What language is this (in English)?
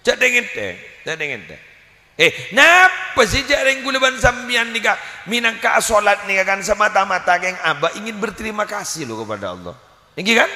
Madurese